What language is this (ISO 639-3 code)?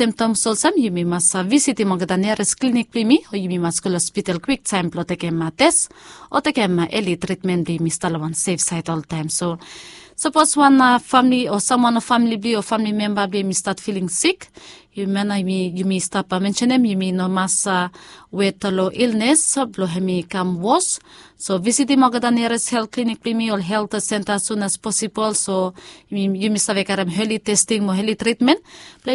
bis